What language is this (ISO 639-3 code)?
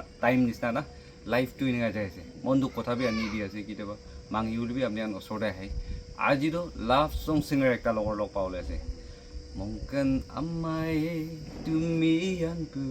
nag